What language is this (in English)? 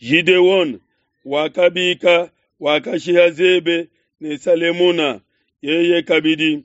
Luba-Lulua